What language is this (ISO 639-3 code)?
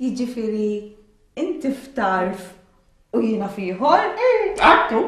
mlt